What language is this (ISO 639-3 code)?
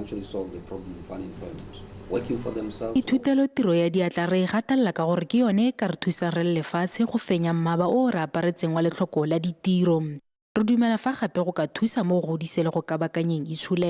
tsn